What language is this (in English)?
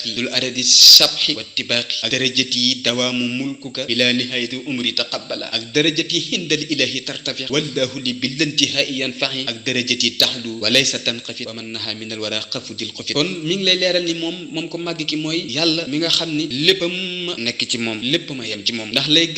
Wolof